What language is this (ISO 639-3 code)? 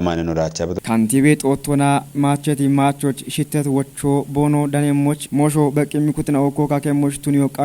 kbr